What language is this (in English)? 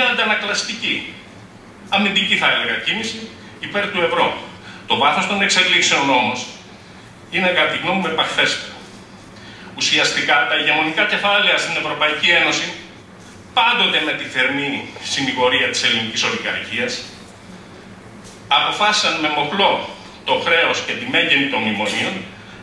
Greek